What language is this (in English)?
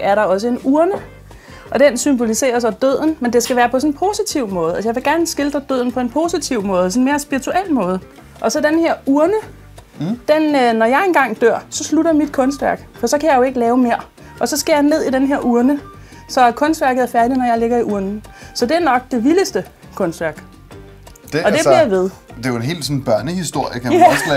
Danish